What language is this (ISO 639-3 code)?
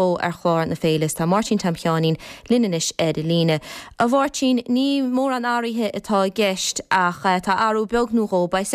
gle